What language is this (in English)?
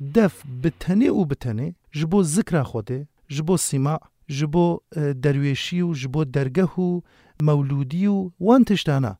Kurdish